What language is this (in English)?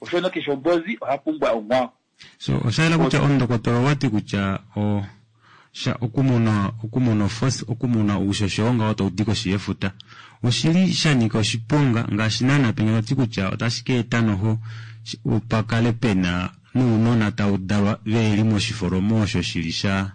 Kuanyama